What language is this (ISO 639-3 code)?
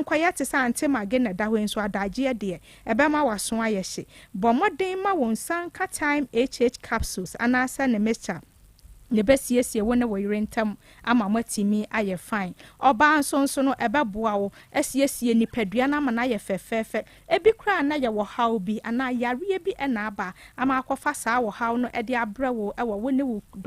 aka